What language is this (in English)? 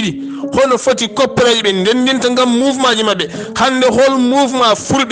Fula